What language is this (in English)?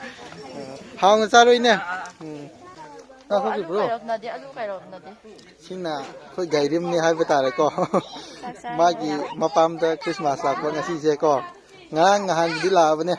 Manipuri